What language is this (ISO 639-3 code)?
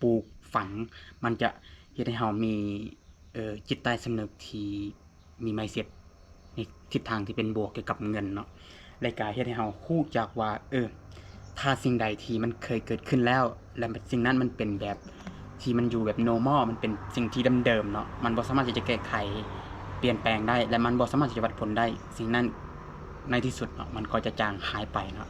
lao